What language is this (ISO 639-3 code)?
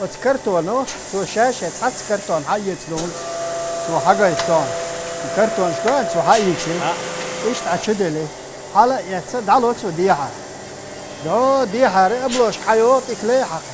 che